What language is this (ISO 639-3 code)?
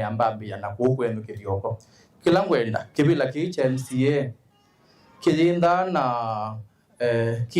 kam